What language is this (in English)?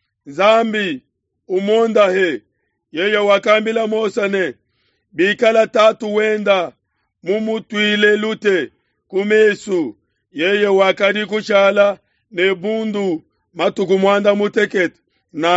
Luba-Lulua